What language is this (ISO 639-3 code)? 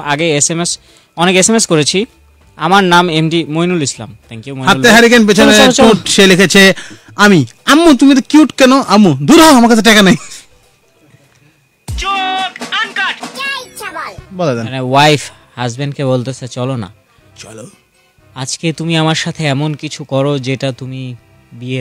ben